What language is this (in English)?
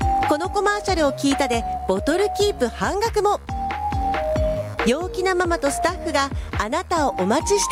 Japanese